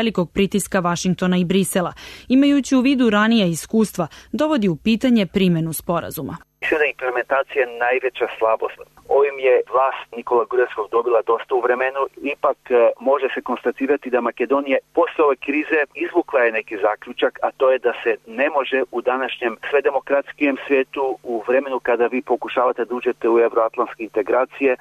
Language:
Serbian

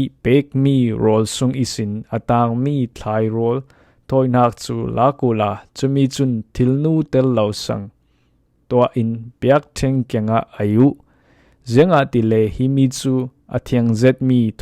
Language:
Falam Chin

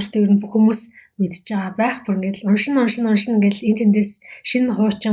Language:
Mongolian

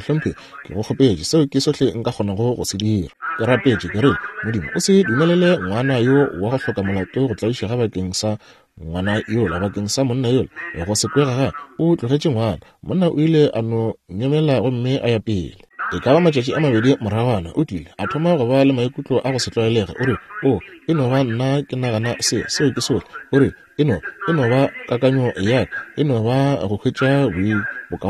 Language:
Northern Sotho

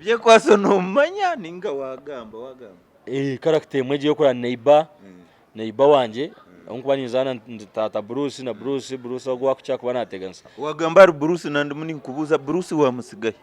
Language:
Nyankole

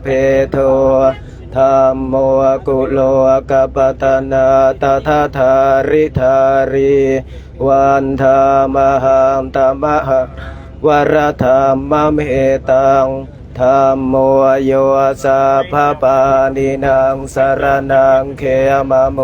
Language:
Pali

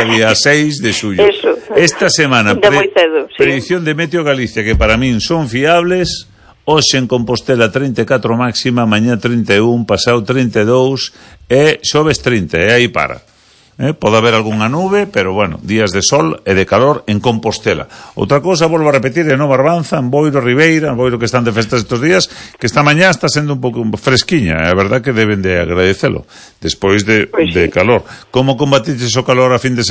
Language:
Galician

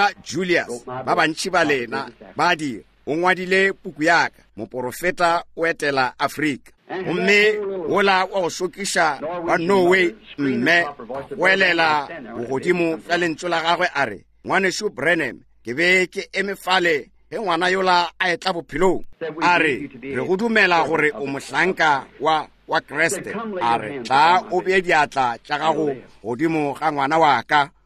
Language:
Northern Sotho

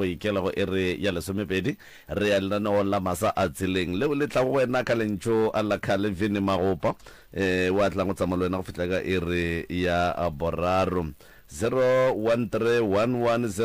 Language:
Northern Sotho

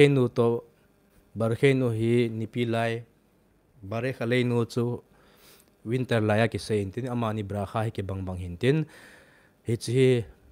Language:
Thado Chin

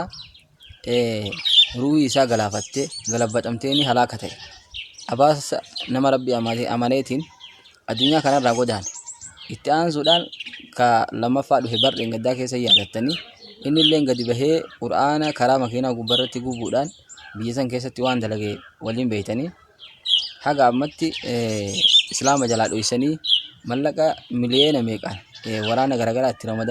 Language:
Oromo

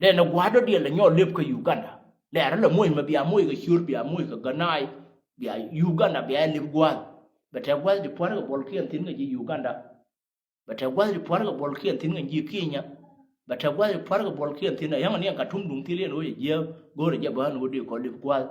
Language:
Nuer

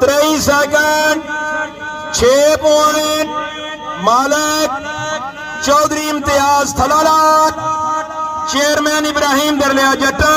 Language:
Pahari-Potwari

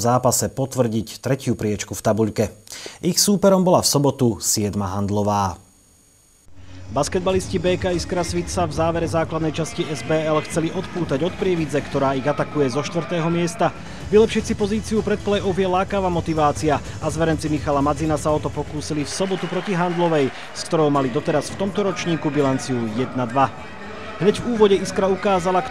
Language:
Slovak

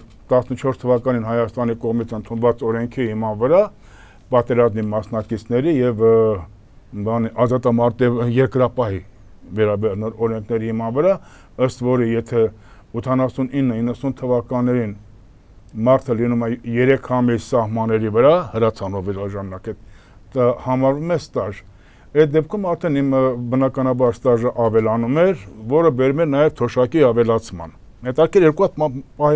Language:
Armenian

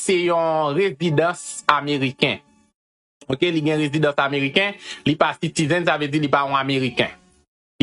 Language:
Haitian Creole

